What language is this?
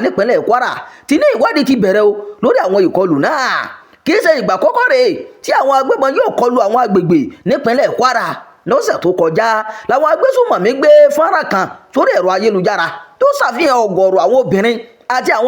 Yoruba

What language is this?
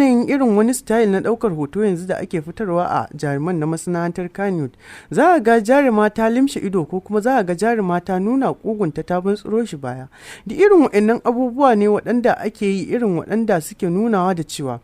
Hausa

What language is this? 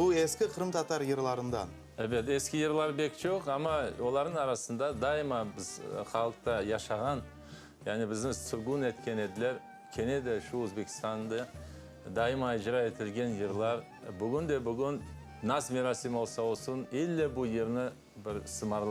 Crimean Tatar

